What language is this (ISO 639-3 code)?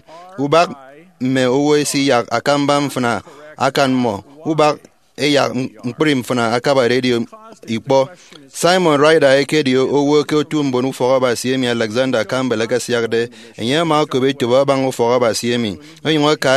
efi